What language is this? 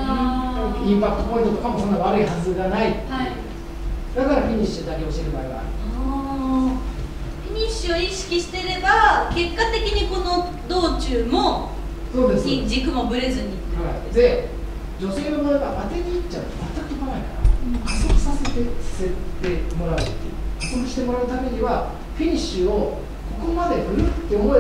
Japanese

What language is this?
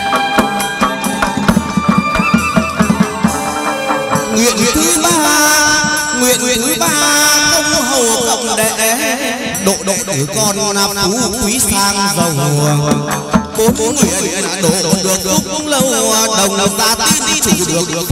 Vietnamese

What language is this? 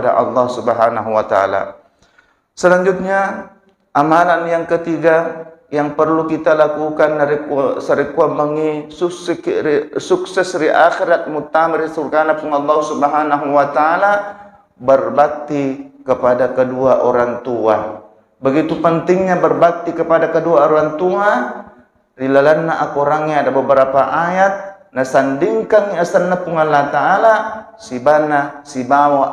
Buginese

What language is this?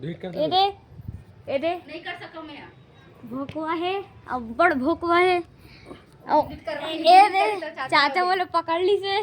Chhattisgarhi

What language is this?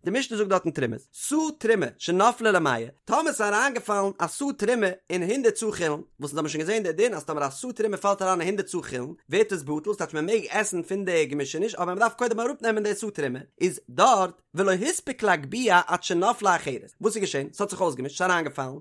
Yiddish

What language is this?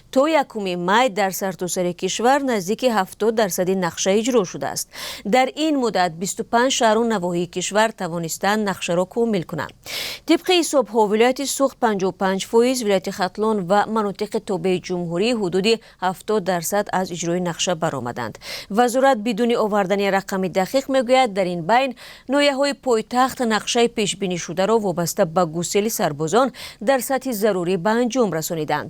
Tajik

